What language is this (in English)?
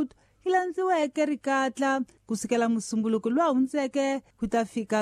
Tsonga